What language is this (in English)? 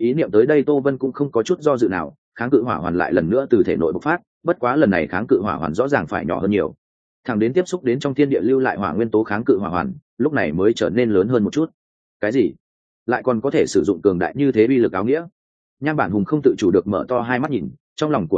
Vietnamese